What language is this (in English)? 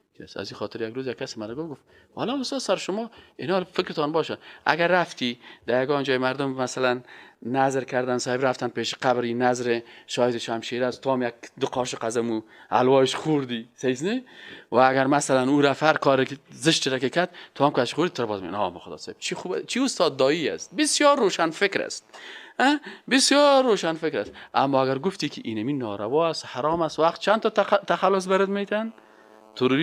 Persian